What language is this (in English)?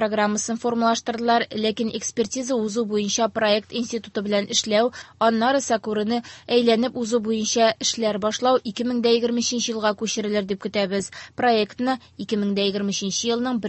Tatar